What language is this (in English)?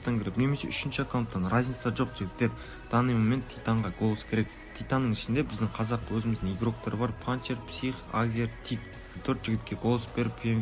Kara-Kalpak